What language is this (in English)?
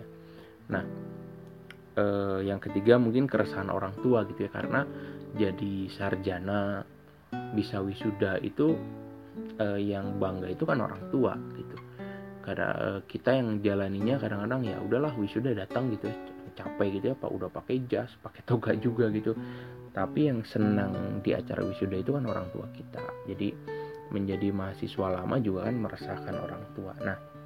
Indonesian